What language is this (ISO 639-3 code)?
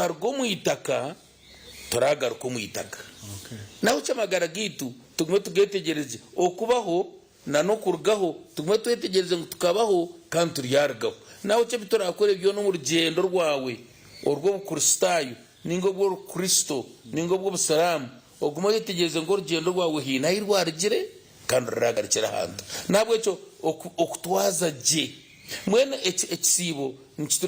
nyn